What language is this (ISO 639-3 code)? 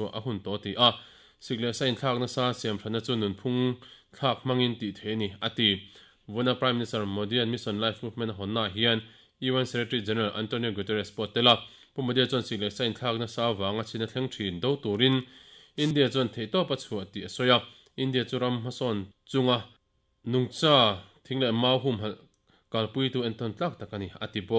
lus